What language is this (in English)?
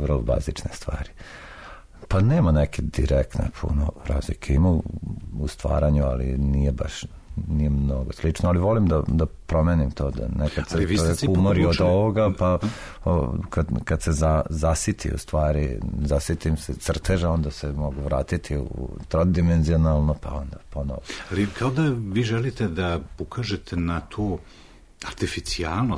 Serbian